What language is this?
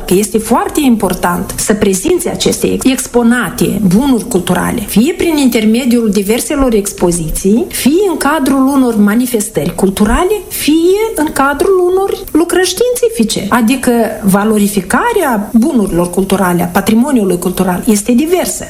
Romanian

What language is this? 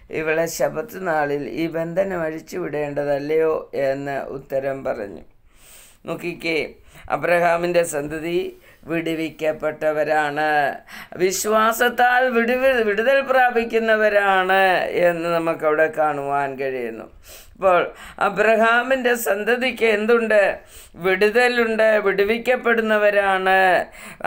Malayalam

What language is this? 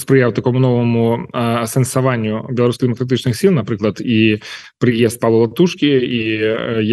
Belarusian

